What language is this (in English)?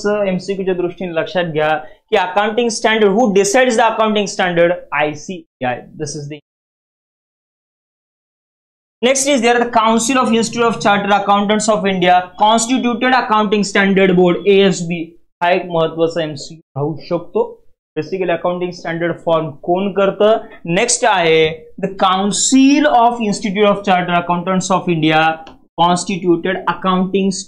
Marathi